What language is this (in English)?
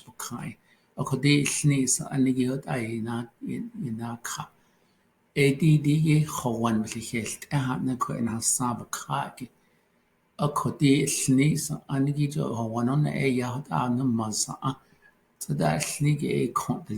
Navajo